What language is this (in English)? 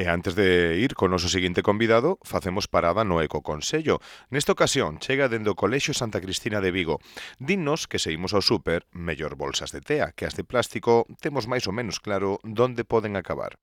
Galician